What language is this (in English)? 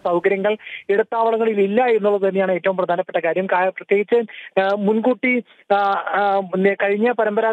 Malayalam